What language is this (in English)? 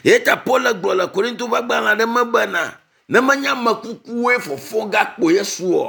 Ewe